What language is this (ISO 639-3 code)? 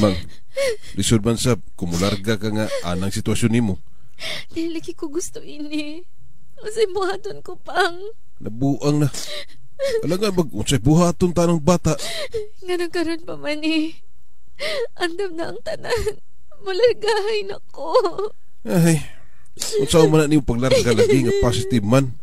ceb